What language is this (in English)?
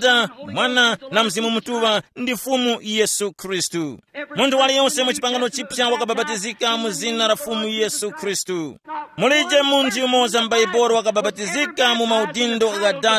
Tumbuka